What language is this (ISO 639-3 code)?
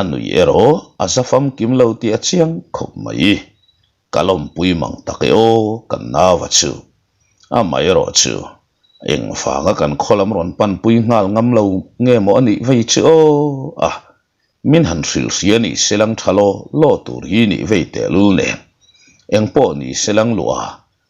lus